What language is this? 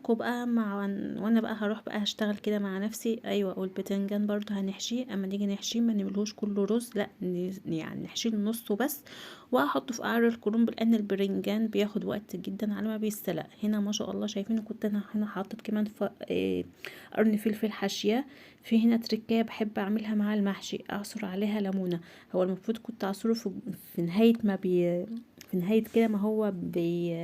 Egyptian Arabic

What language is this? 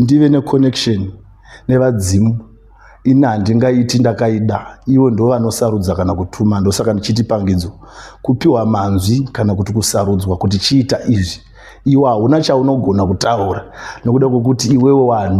Shona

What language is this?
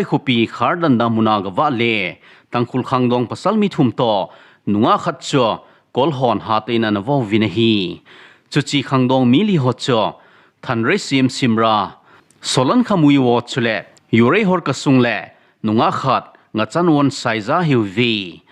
Thado Chin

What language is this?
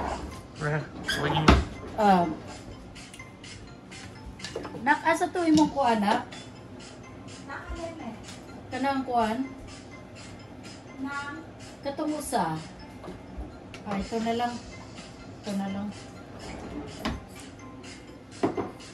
Filipino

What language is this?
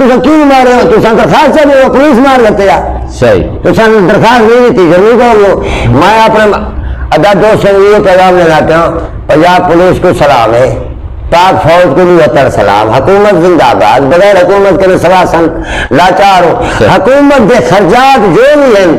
Saraiki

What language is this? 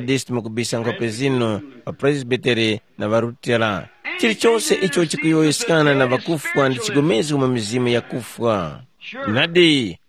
Tumbuka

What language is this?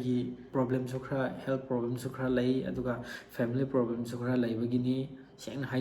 Manipuri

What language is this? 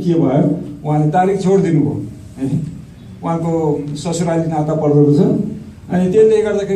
Nepali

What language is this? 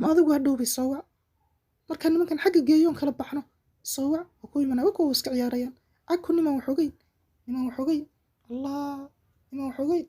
Somali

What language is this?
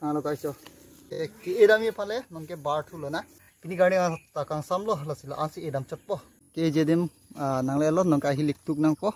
Karbi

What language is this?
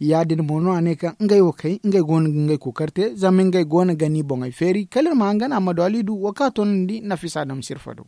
Zarma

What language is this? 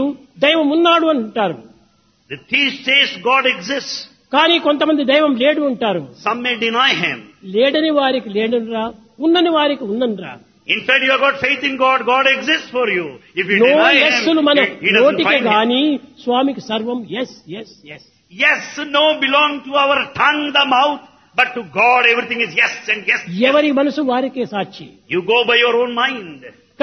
Telugu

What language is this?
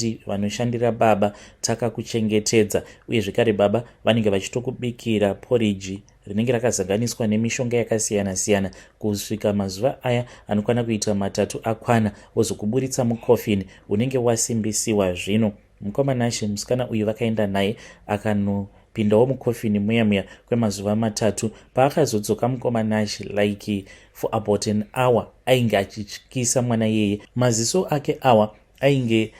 Shona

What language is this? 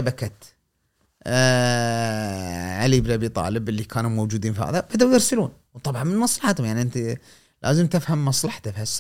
Gulf Arabic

